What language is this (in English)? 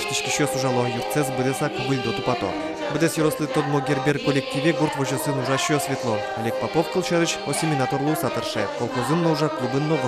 Udmurt